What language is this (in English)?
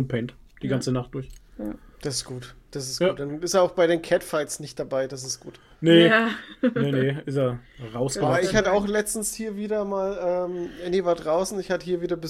German